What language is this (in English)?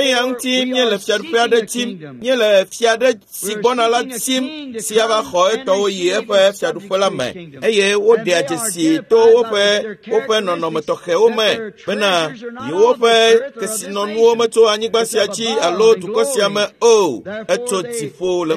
Ewe